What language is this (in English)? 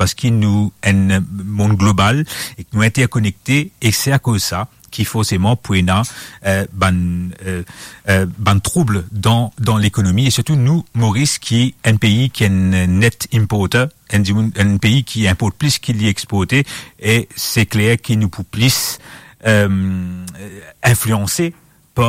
Morisyen